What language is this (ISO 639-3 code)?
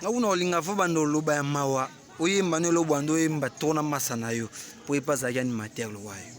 lin